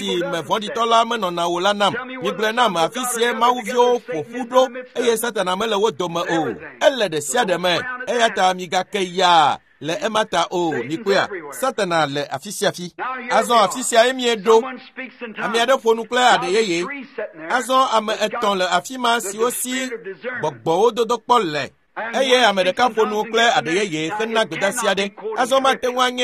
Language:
Ewe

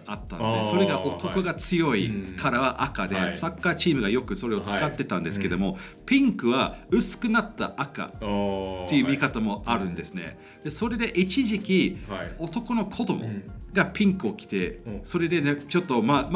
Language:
Japanese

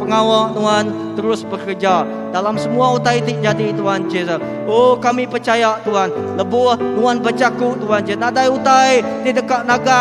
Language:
Iban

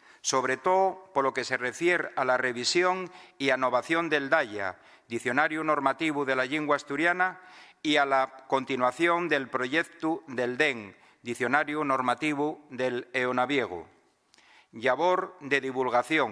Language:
Asturian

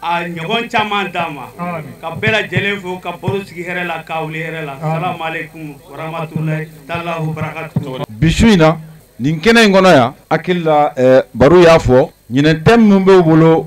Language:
Bambara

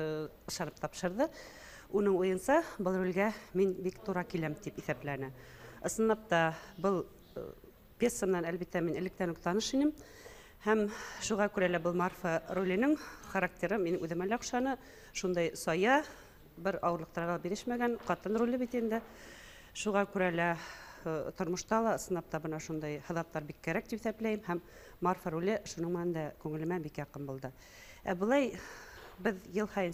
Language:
Bashkir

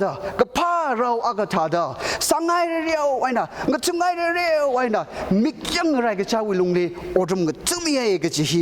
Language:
Tangkhul Naga (India)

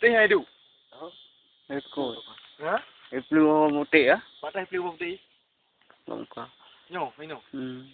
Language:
Achinese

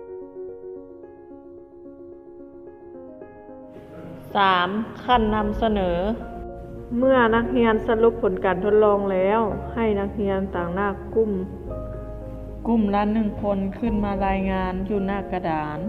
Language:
Lao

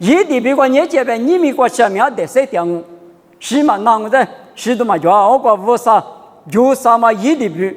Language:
Lisu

